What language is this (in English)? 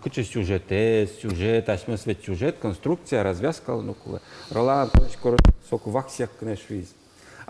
Udmurt